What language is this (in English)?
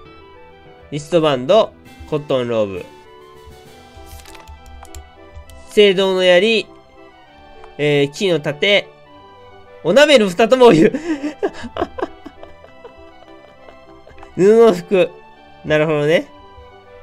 Japanese